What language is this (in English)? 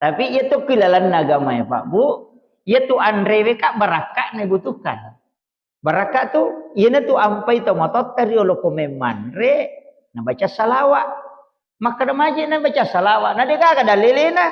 Buginese